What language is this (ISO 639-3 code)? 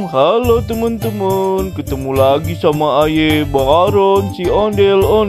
bew